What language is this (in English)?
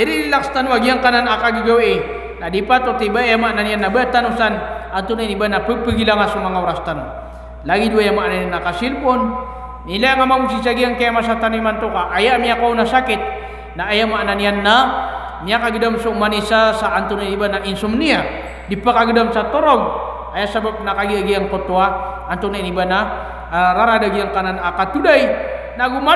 Maranao